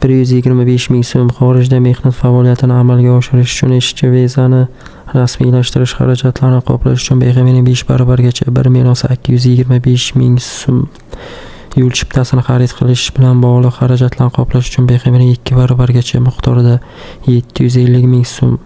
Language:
Uzbek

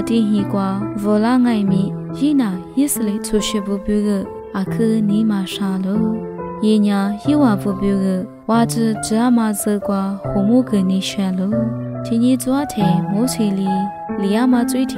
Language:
Lisu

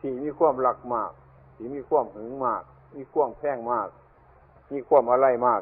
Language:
Northeastern Thai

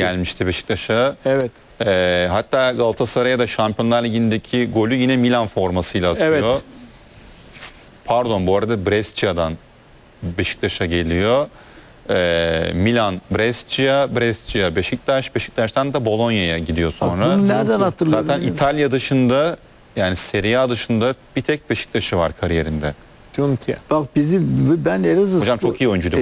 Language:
Turkish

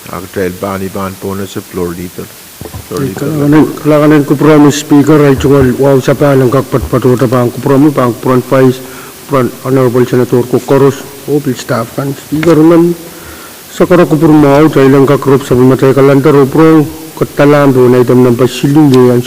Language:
Pohnpeian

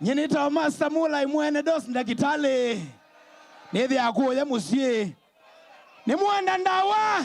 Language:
Kamba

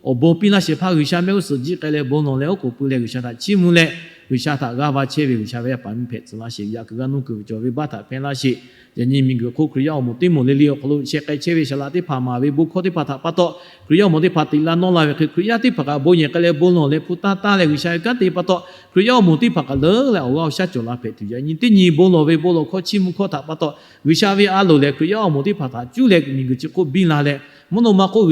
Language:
Lahu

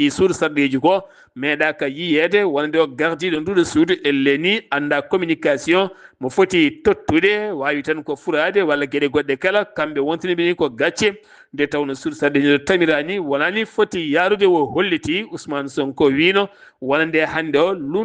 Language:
Fula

